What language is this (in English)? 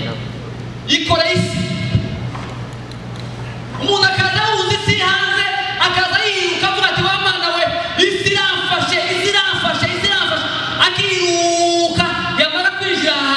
Kinyarwanda